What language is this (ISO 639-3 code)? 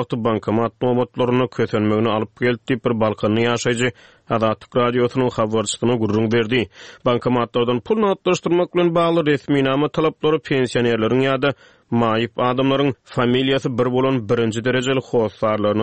tuk